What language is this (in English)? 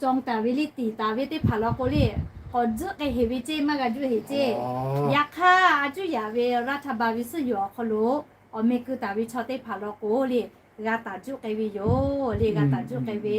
Lahu